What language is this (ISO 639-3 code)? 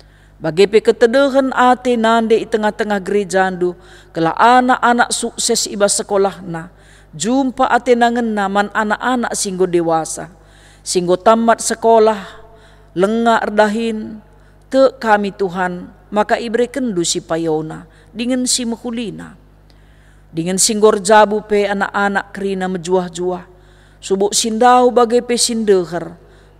btx